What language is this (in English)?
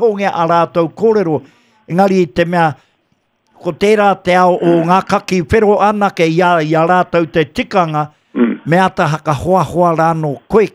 Māori